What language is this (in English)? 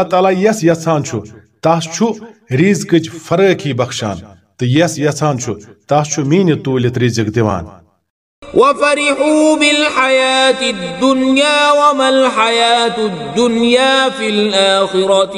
Kashmiri